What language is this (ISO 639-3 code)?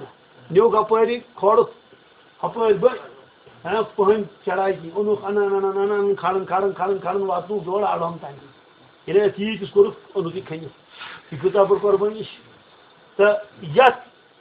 kas